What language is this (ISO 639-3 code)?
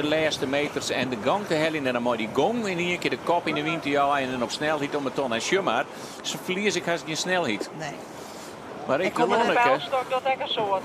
fry